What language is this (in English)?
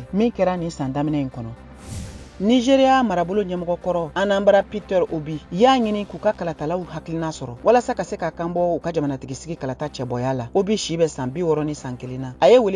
Bambara